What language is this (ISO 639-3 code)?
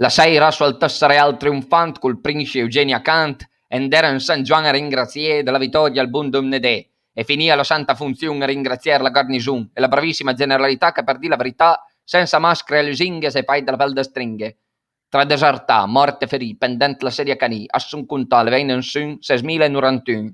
pms